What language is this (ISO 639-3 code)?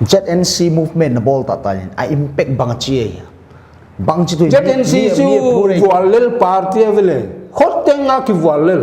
pck